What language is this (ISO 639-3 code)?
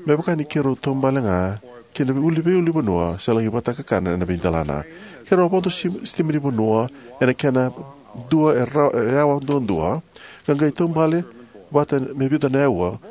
fij